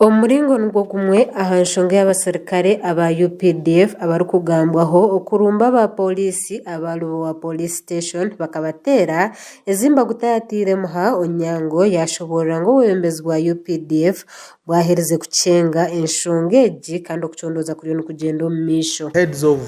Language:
Nyankole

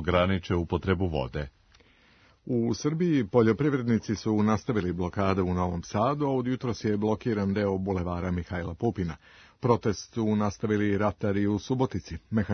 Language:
Serbian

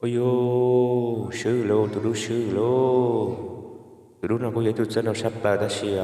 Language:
Hmong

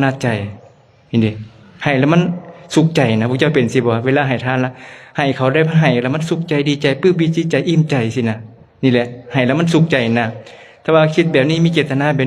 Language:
Lao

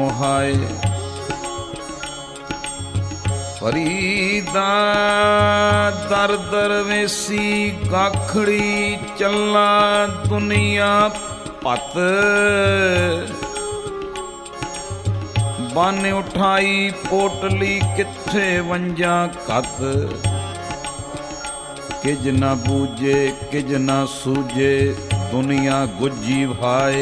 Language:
Punjabi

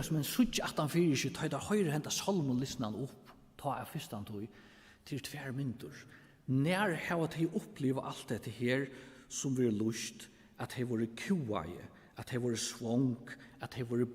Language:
Faroese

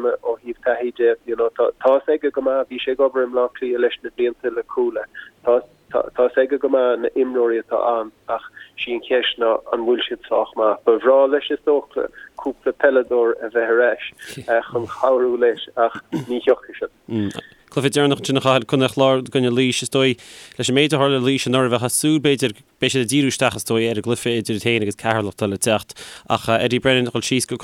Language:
Irish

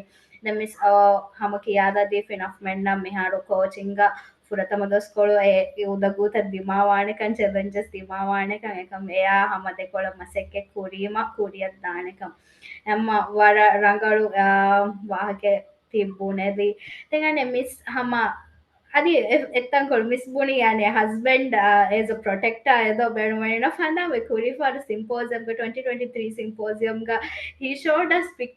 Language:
Divehi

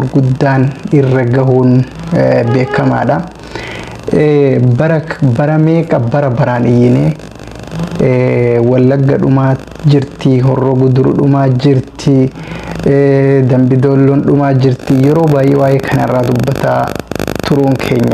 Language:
Oromo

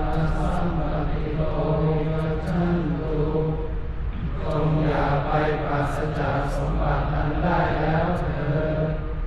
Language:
Pali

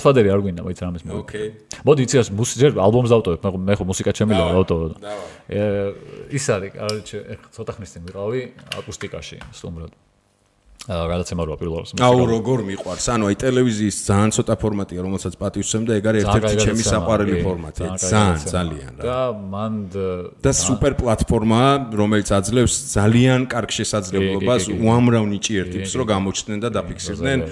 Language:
Georgian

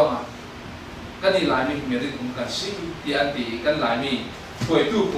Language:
Falam Chin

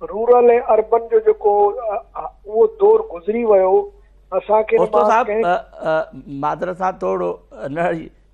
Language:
Sindhi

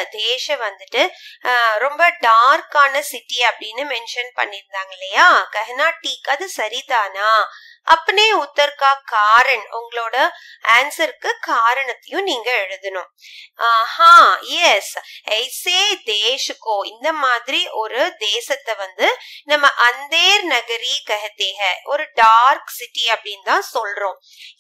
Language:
Tamil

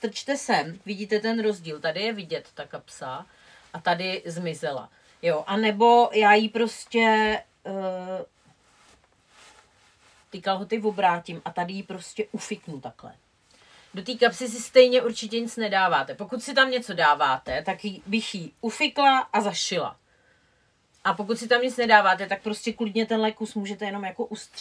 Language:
Czech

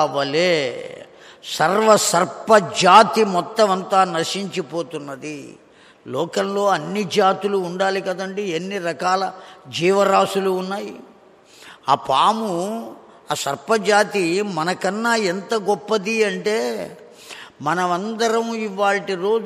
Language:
Telugu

